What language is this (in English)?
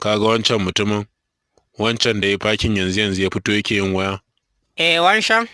Hausa